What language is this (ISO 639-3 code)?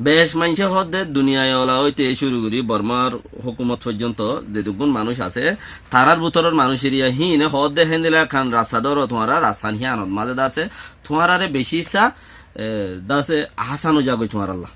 rhg